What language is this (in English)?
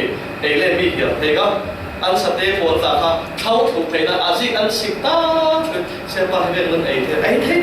Falam Chin